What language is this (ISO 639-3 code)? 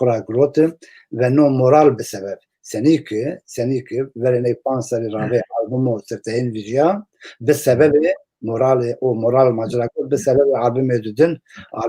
zza